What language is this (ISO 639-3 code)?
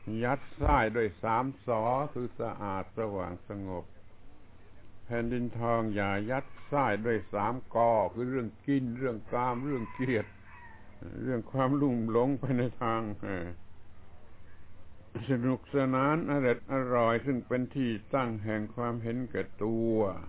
tha